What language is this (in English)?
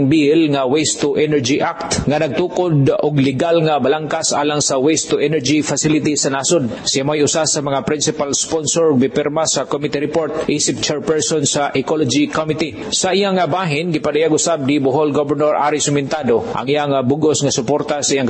Cebuano